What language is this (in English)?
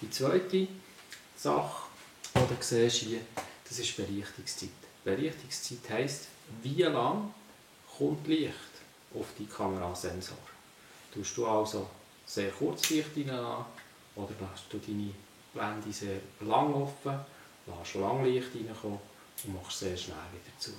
Swiss German